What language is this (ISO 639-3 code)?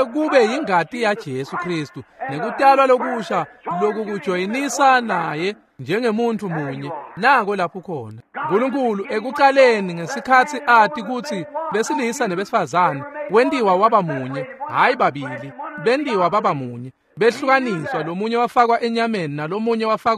ssw